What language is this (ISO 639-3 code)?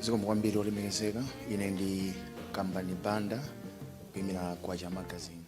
nya